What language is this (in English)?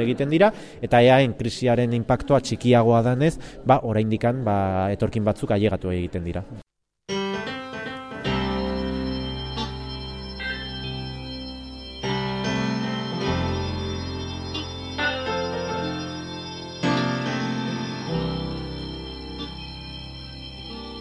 Basque